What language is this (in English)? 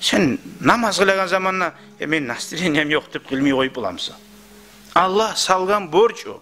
Kumyk